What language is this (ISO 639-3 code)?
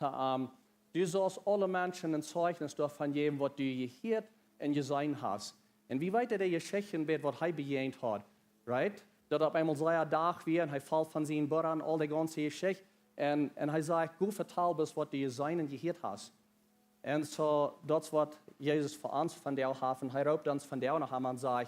pdt